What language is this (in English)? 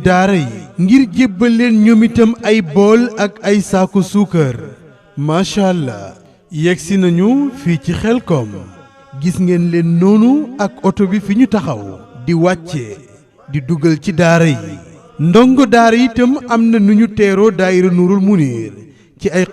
Wolof